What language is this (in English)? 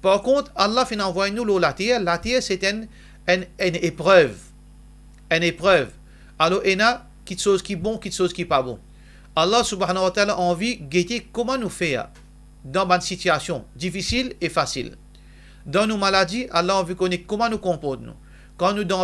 Morisyen